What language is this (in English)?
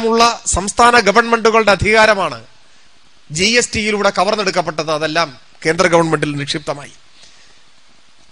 Malayalam